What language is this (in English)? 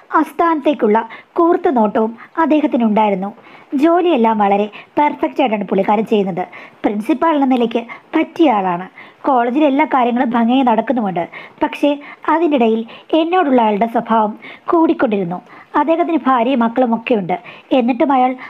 Malayalam